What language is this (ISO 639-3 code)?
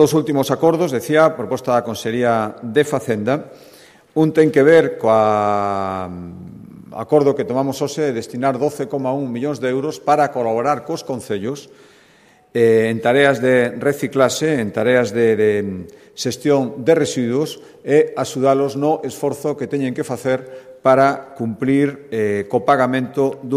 glg